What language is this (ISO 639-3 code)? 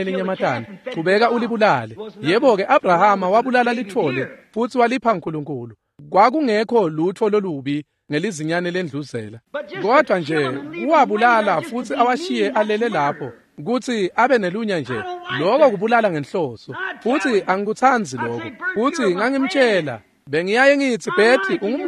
ssw